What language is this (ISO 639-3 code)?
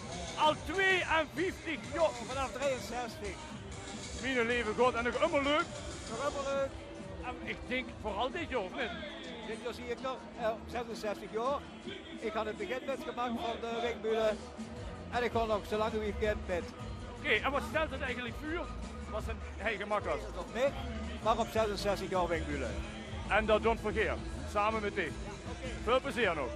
lim